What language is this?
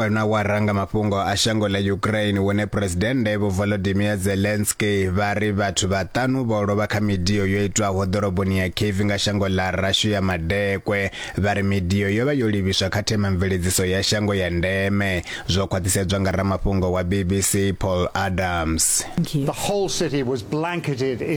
Venda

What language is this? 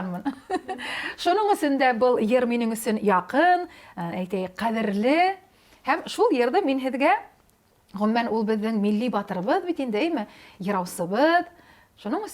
Bashkir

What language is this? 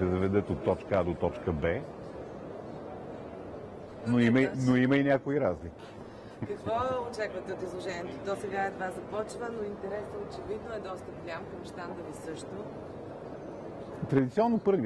Bulgarian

